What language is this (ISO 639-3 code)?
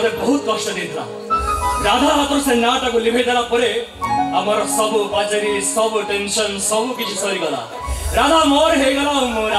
ori